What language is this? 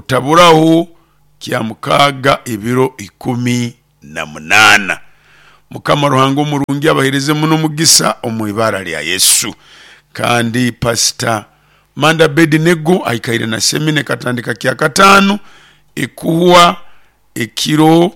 Nyoro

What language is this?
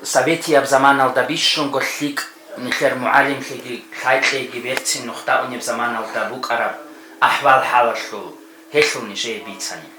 Avaric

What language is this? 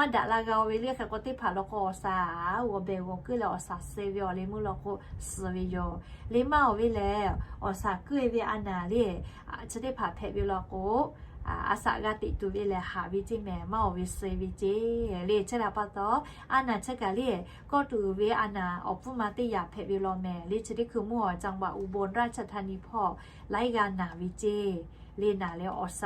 Lahu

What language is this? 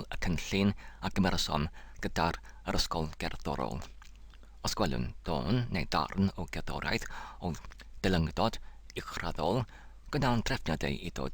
Welsh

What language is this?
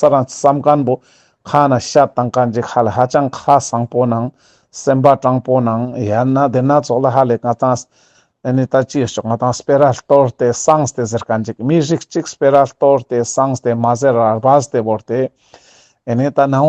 Ladakhi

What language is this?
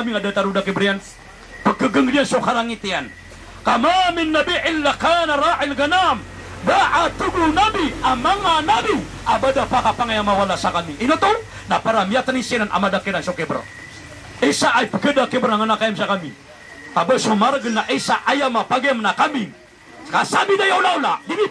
Maranao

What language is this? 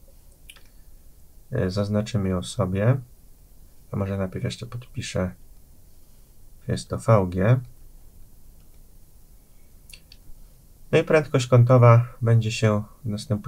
Polish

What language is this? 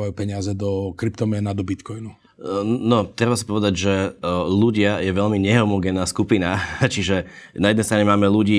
Slovak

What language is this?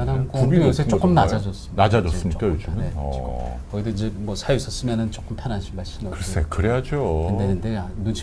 Korean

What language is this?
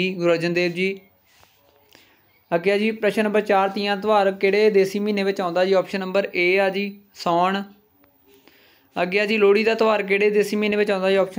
Punjabi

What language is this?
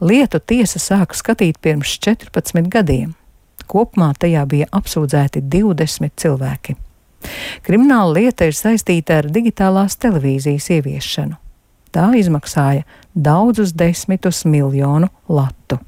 Latvian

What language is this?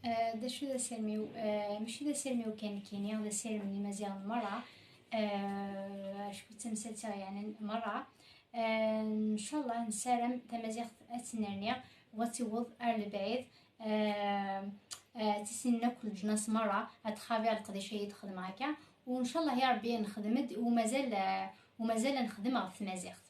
Kabyle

